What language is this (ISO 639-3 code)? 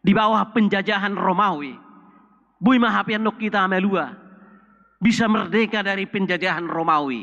bbc